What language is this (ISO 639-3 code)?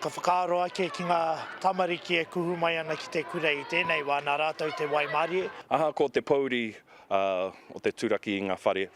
mri